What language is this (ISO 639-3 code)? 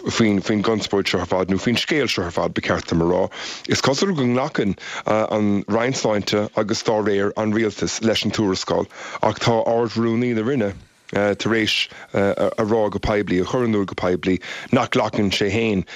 gle